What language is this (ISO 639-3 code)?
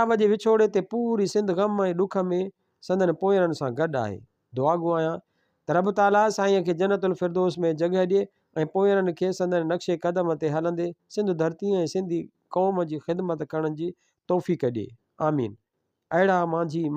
snd